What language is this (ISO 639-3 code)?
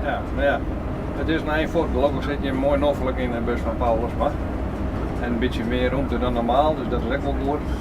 fry